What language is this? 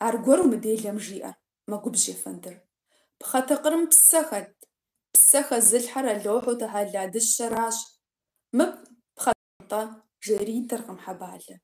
Kabardian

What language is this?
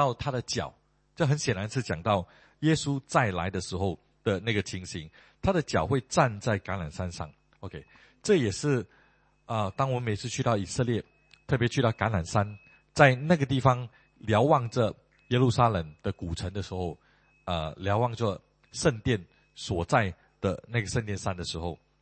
Chinese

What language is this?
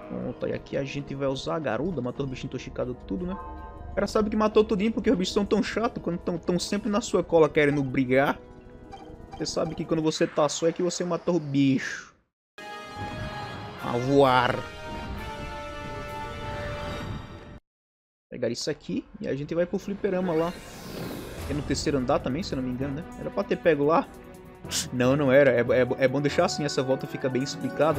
Portuguese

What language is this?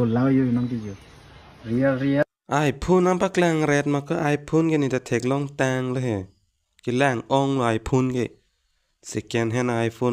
Karbi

